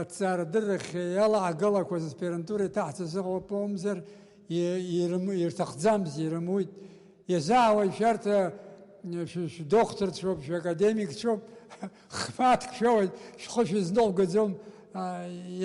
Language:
Abkhazian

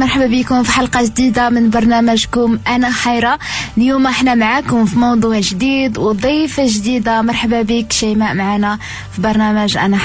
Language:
Moroccan Arabic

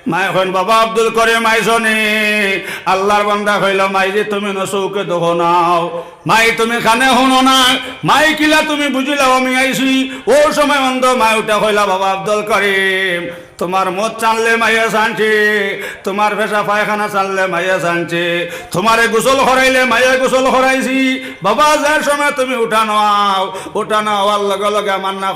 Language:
Sylheti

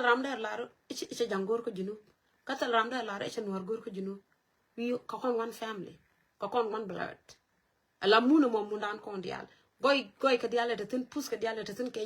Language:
Nuer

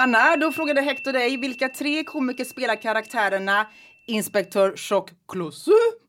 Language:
Swedish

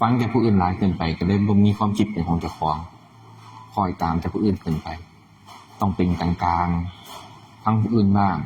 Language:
Northeastern Thai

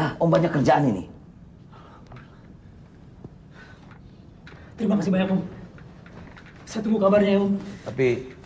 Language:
Indonesian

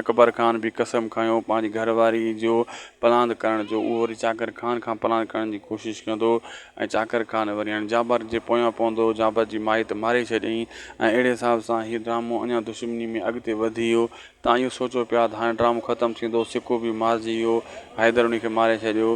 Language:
Sindhi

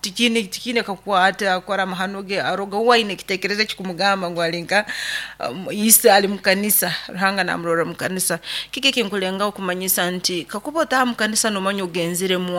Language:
Nyoro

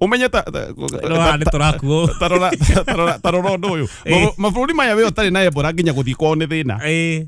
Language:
Kikuyu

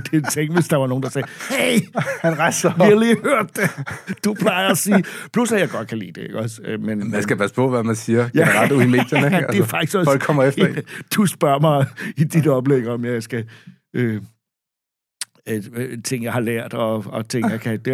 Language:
Danish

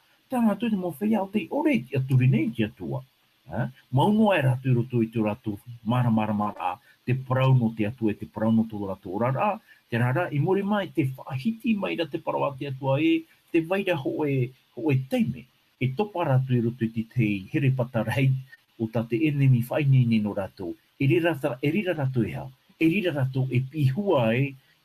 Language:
Tahitian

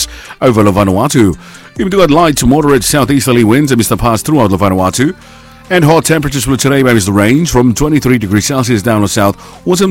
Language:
Bislama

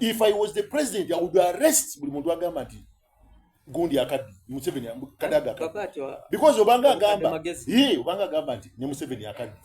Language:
Soga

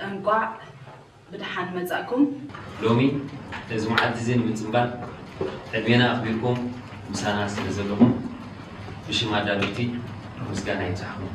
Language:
Tigrinya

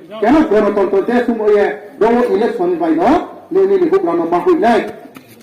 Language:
Riang (India)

